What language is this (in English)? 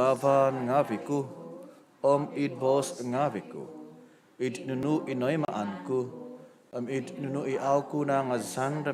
Central Dusun